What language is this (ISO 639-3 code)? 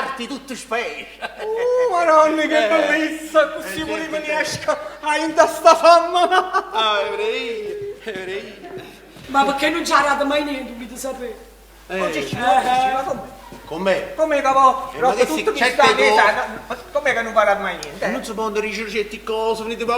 nap